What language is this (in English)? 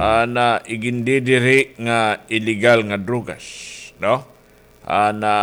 Waray